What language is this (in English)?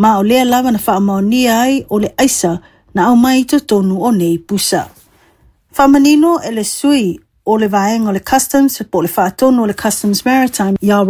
Samoan